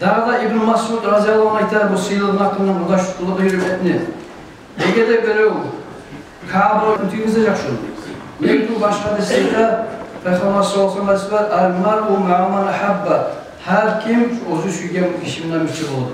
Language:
Kumyk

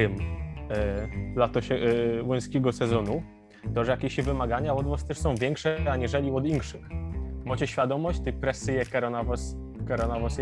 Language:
Silesian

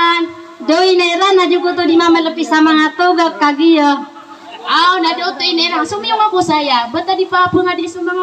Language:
Maranao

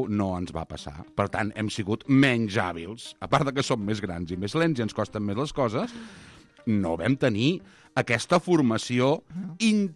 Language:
Catalan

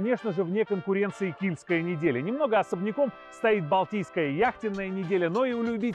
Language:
Russian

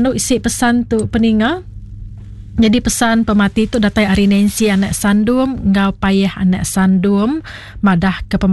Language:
Iban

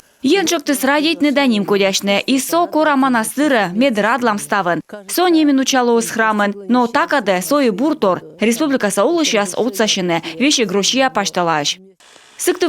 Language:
Komi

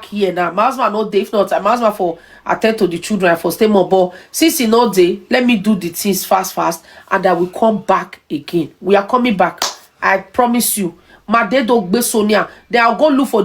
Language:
Nigerian Pidgin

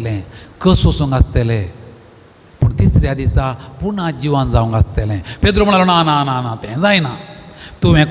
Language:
Konkani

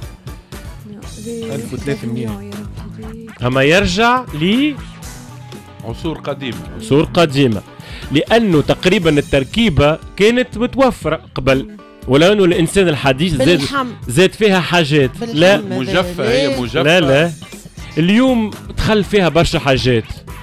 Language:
Tunisian Arabic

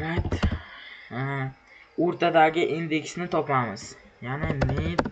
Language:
Uzbek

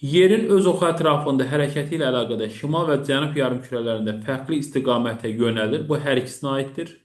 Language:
Azerbaijani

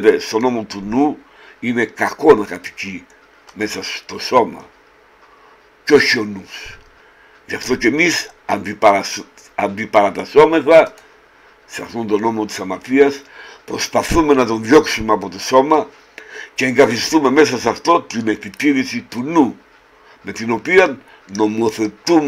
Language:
Greek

